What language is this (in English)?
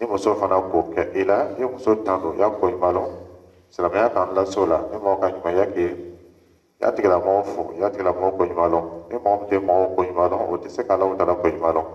Dyula